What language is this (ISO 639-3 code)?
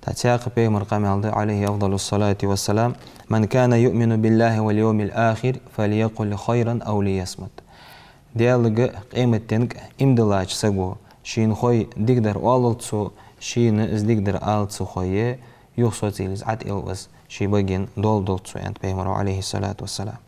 inh